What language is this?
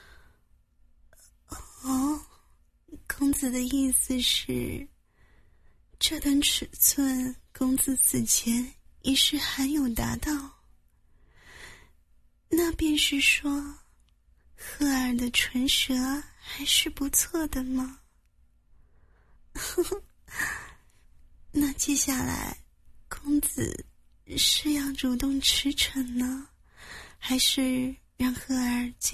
Chinese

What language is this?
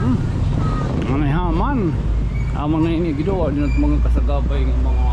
Waray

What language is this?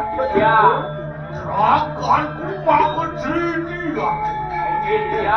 Balinese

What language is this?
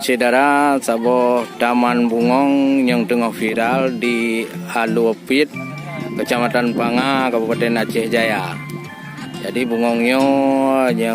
Achinese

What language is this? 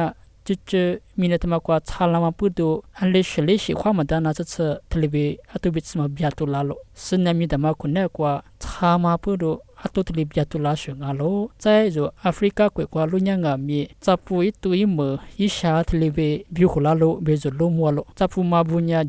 Lisu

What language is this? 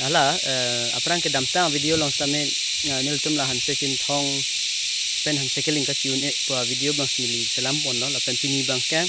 Karbi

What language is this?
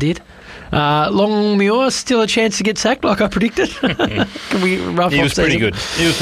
English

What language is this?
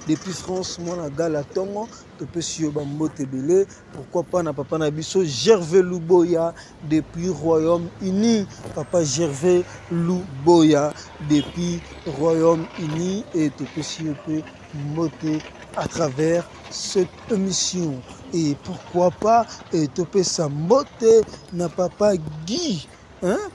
Lingala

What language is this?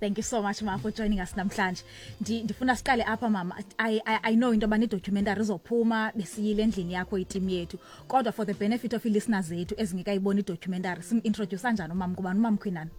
Xhosa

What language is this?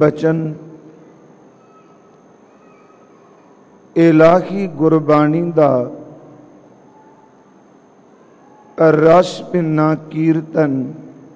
Punjabi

